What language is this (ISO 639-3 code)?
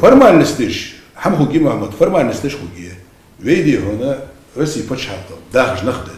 inh